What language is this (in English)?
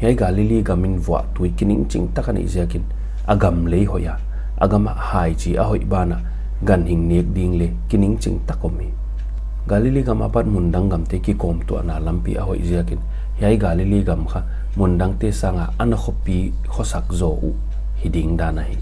Paite Chin